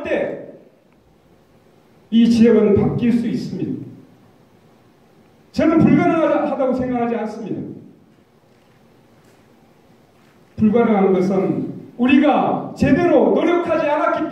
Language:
Korean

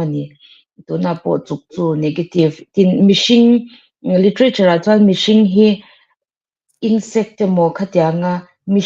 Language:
Mizo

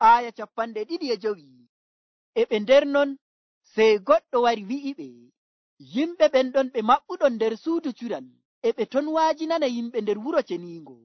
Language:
Nigerian Fulfulde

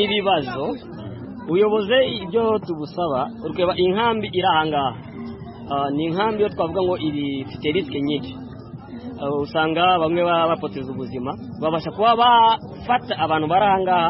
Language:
Kinyarwanda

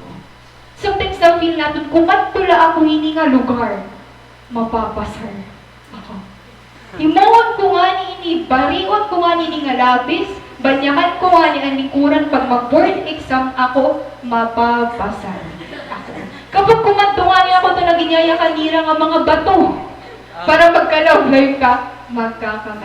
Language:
Waray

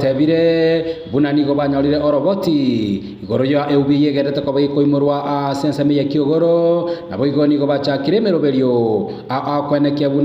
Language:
Gusii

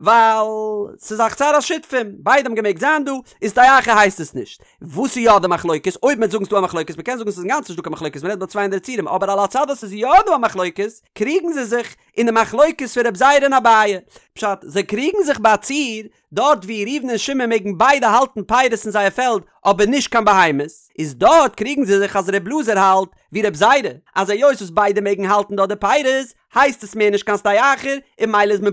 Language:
Yiddish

